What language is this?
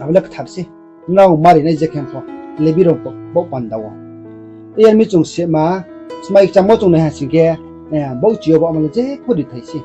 Riang (India)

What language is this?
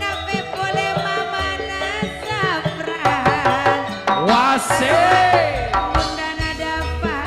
Madurese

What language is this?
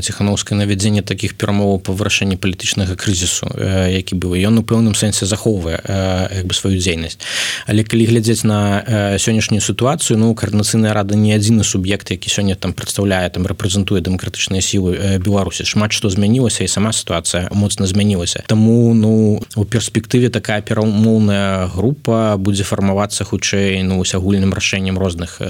Belarusian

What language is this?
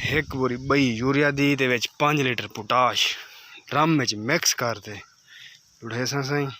Saraiki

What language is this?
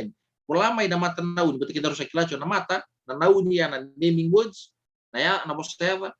Fijian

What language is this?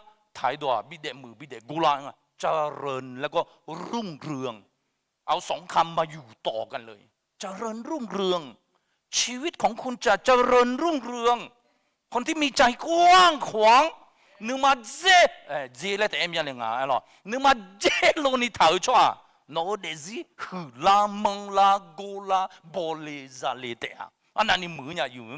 Akha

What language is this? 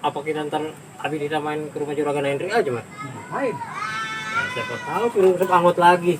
Betawi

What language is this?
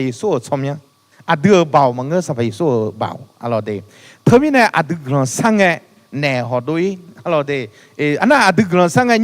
Akha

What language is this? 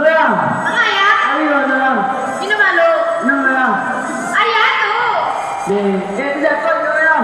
Minangkabau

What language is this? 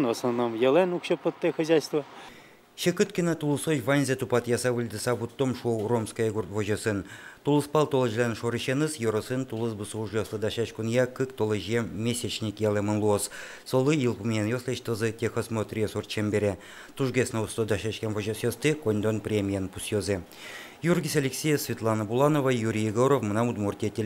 Udmurt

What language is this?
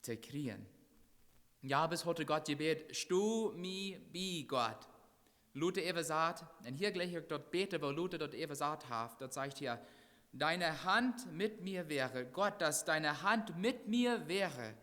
Plautdietsch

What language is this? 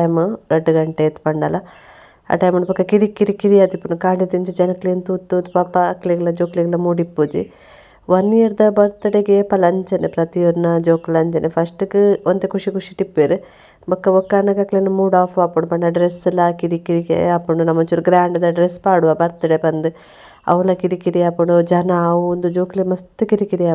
Tulu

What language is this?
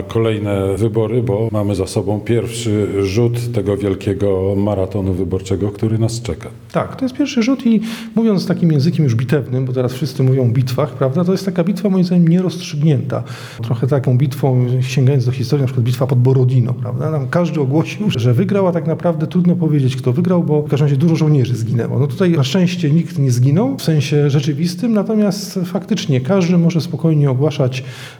Polish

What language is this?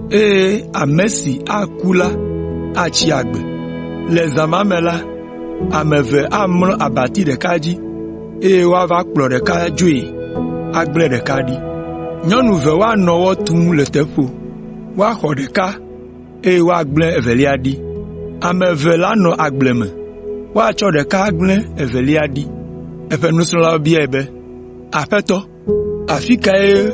Ewe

